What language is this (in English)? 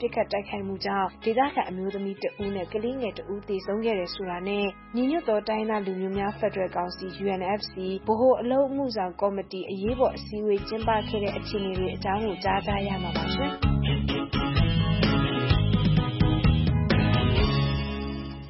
Burmese